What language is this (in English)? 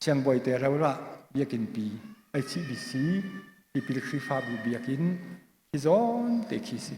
Hakha Chin